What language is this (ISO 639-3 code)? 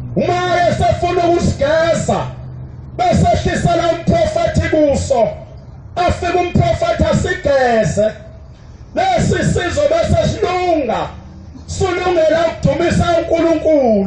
zul